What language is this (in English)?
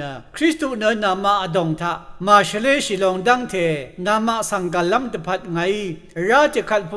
Rawang